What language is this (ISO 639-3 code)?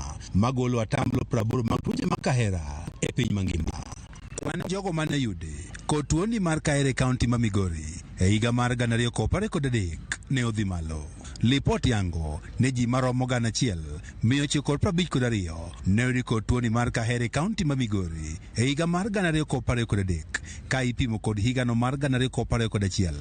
luo